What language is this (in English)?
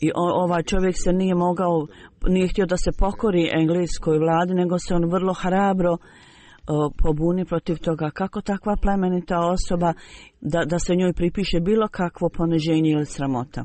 Bosnian